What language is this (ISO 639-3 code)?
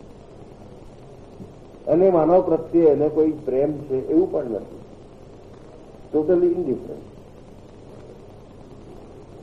guj